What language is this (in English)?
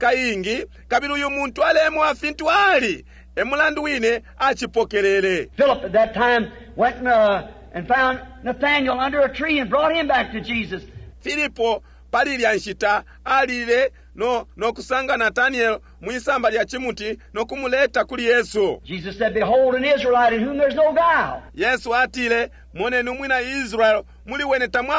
Bemba